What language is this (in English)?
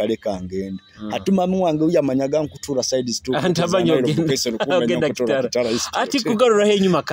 Nyoro